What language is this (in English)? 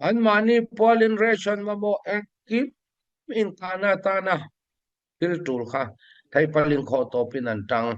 Falam Chin